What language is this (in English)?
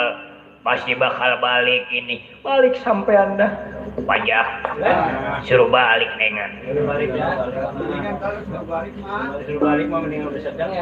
Betawi